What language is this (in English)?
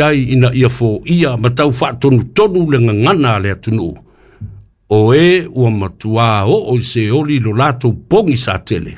Samoan